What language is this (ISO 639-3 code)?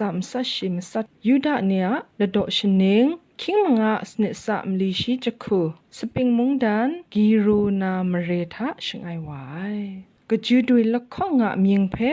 kac